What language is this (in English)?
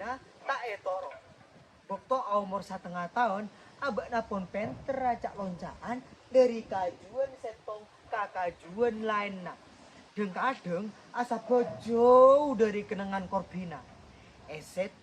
Madurese